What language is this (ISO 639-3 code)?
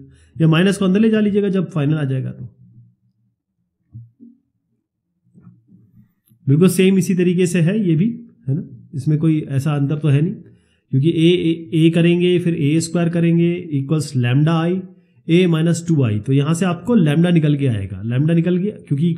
hin